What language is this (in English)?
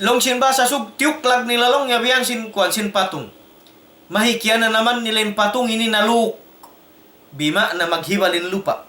Tausug